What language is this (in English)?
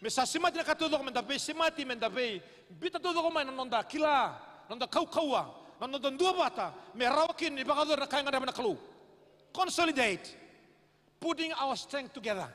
Fijian